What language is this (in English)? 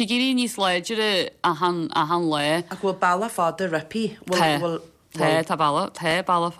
Irish